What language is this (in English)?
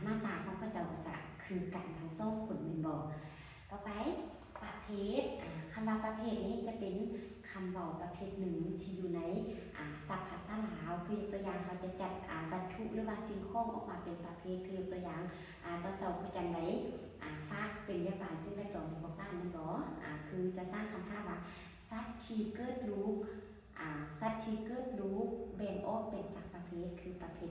Lao